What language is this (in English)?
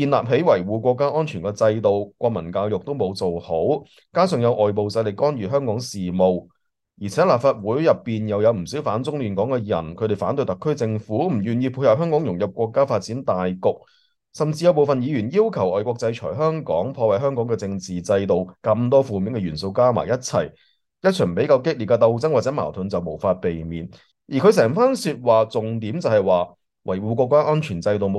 Cantonese